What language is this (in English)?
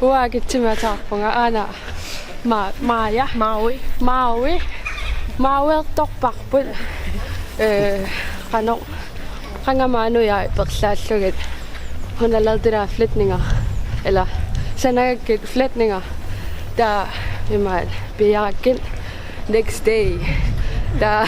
Kalaallisut